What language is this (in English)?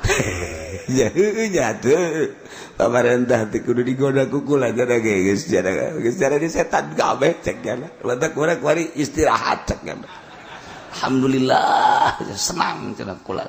Sundanese